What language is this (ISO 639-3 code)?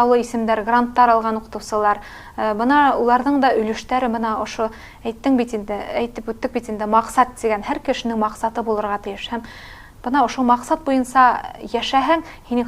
bak